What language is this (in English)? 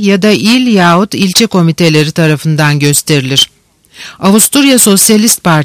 Turkish